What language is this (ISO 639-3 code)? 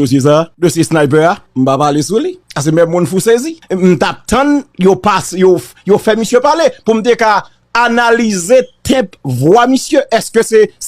hat